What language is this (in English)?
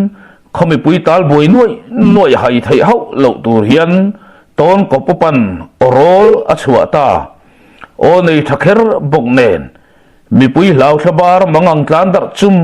Mizo